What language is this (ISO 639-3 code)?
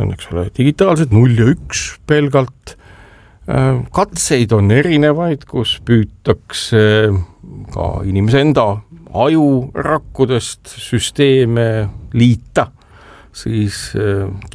est